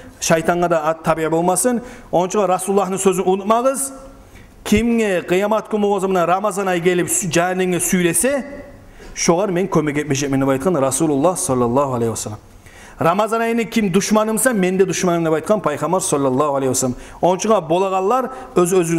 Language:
Kumyk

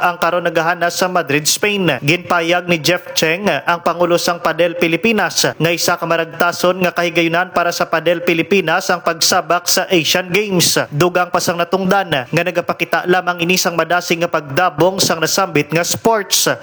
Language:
Hiligaynon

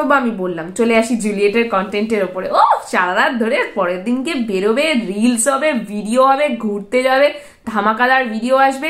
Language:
Bangla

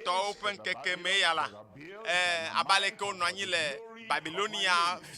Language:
Ewe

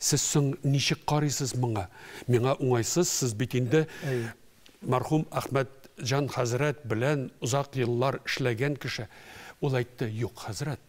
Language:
Tatar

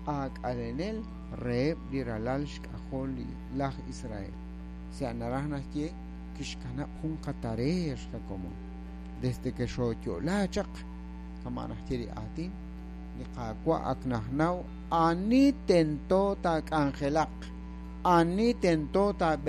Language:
Kekchí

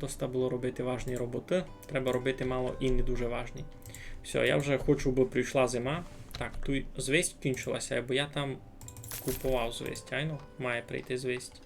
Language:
Rusyn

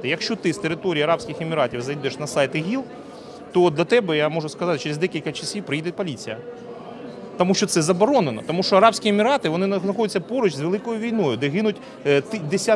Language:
Ukrainian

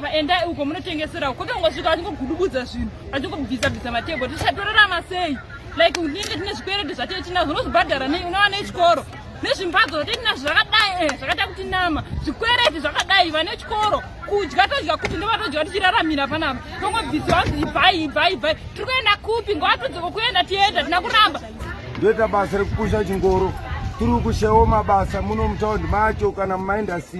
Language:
Shona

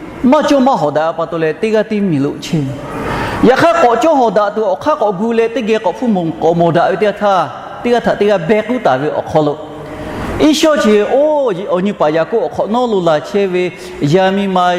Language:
Lahu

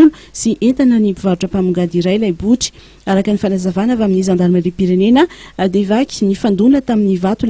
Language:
Malagasy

